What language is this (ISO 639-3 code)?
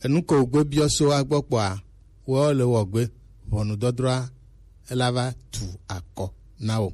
gej